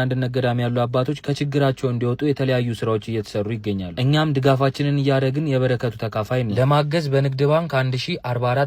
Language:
Amharic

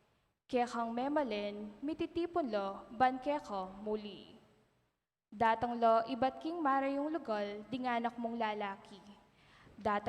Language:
Pampanga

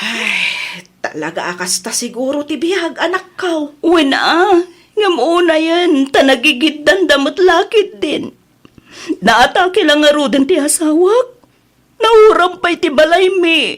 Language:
Iloko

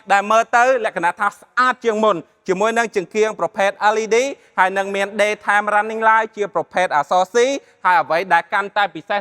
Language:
Khmer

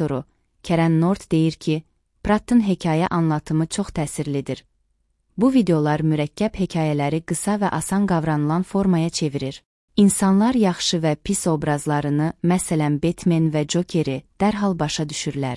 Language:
Azerbaijani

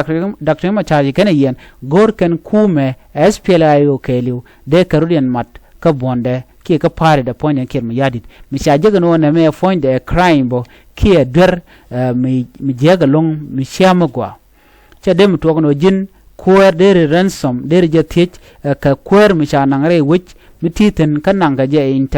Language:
Nuer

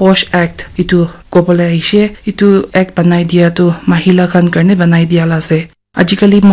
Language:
Naga Pidgin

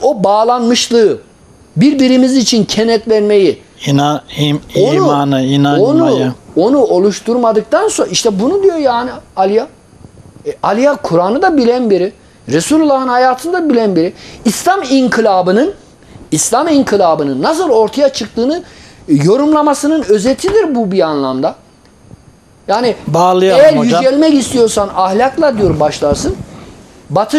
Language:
Turkish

